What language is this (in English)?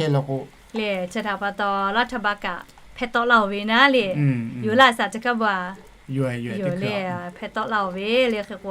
Lahu